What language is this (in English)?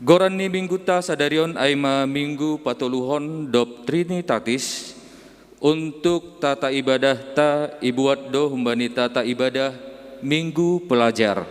Batak Simalungun